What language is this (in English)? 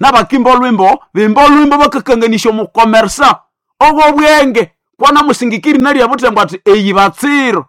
Nande